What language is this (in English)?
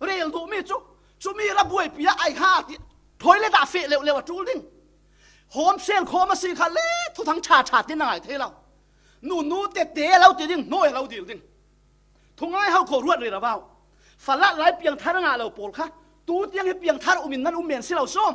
Falam Chin